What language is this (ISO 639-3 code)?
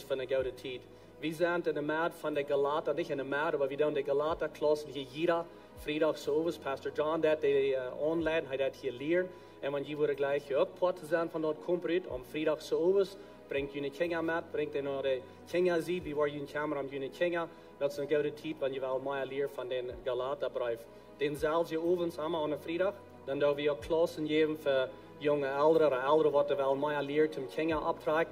pdt